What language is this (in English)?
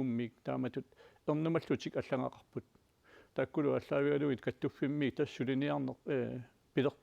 Kalaallisut